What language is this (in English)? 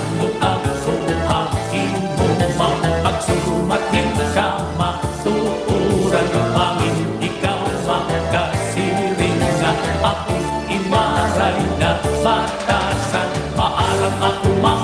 Waray